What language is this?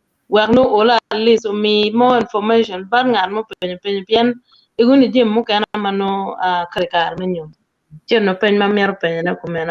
Acoli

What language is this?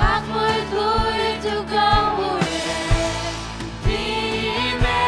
Faroese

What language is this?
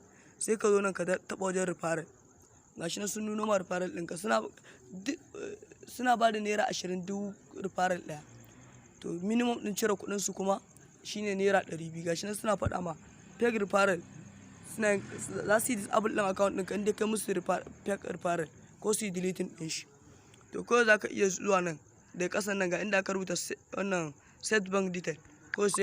Hausa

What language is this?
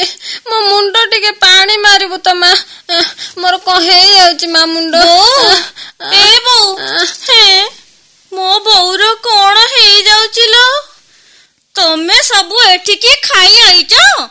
Odia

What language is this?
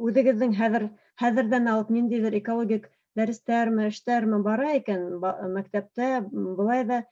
Bashkir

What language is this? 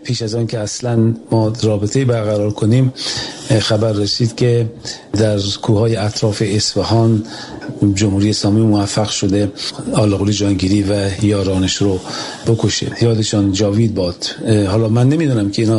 Persian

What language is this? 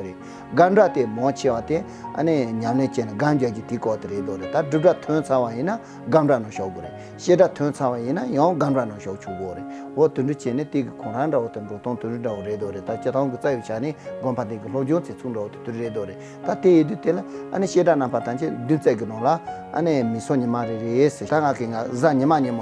Tibetan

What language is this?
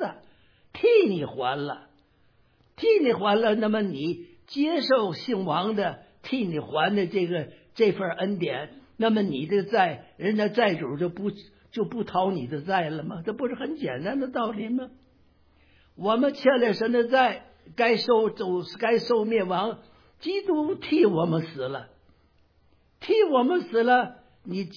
Chinese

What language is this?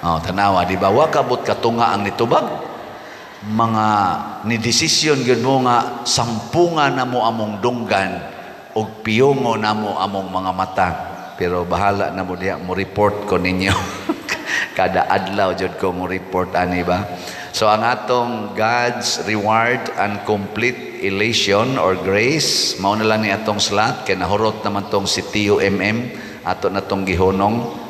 Cebuano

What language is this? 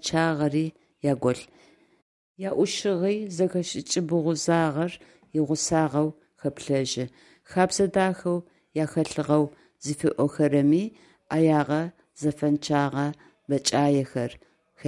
Adyghe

